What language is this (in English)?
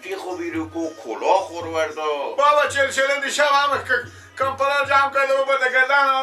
Persian